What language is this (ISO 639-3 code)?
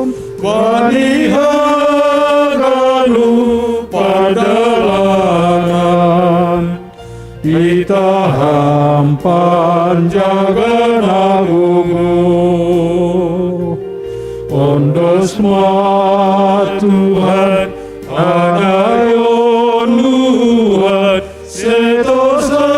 bts